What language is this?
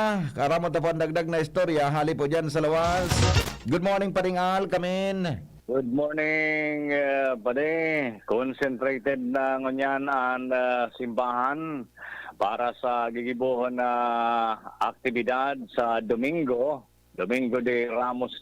Bikol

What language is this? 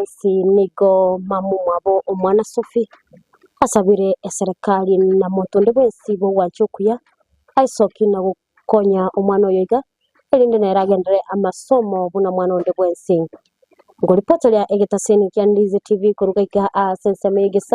Gusii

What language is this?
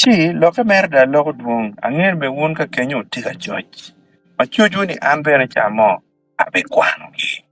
Acoli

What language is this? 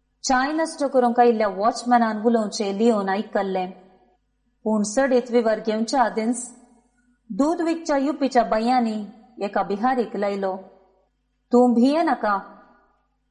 Konkani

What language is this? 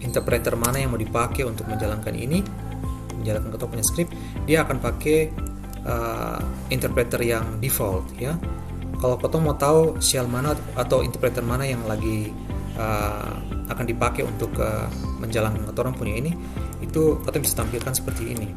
Ambonese Malay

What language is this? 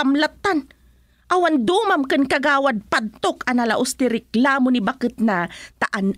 Iloko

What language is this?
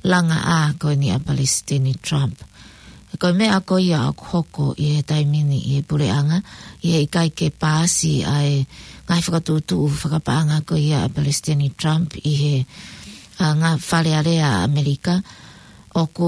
Tongan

